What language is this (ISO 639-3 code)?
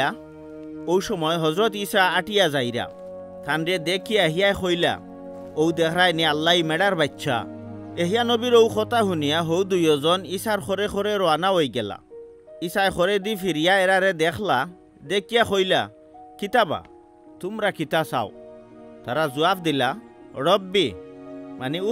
syl